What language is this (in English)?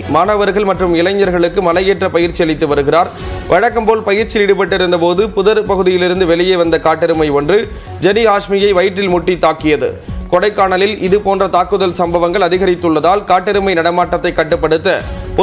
Tamil